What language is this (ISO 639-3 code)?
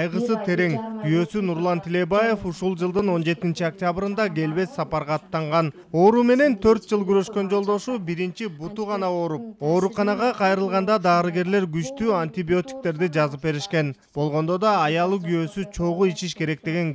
kir